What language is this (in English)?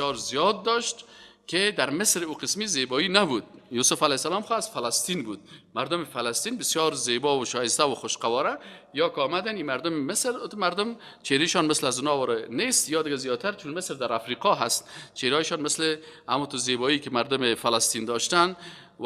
Persian